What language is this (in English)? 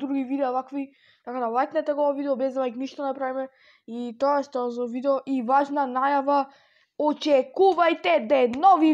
Macedonian